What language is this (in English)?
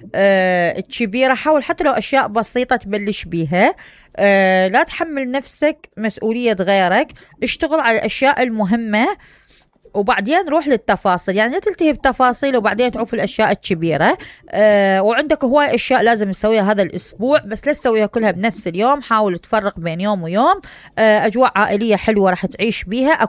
Mesopotamian Arabic